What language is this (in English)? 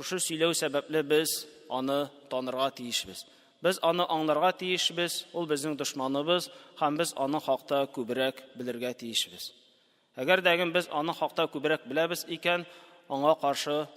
Tatar